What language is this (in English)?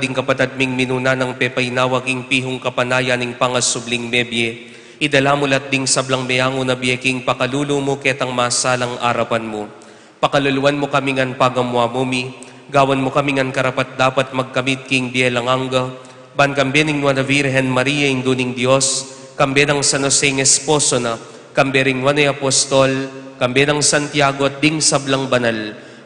Pampanga